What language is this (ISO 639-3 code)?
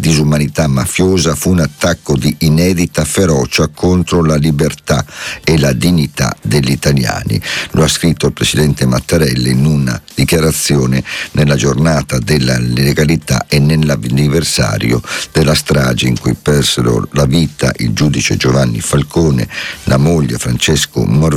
ita